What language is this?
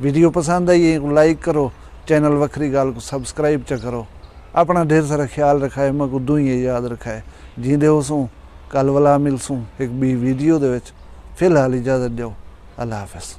Saraiki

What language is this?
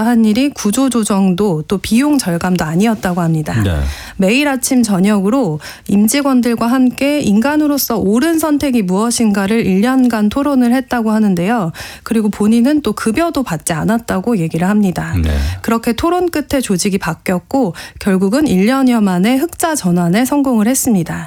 Korean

